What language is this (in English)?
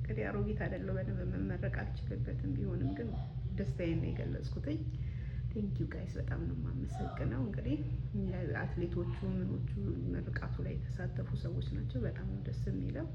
Amharic